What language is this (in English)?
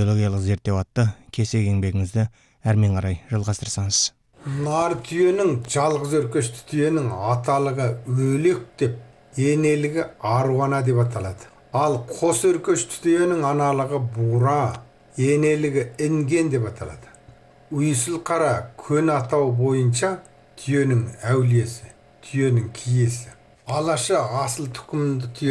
Kazakh